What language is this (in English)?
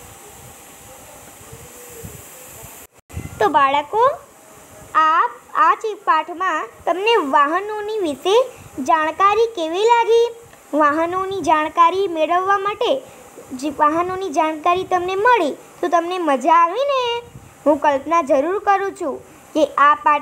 Gujarati